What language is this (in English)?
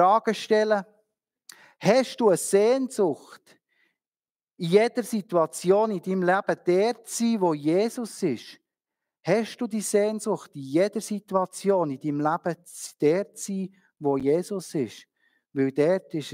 Swiss German